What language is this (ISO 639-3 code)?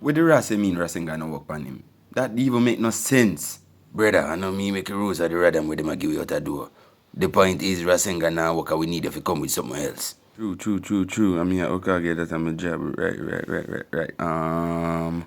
jam